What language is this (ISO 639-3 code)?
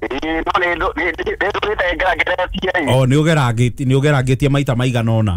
kik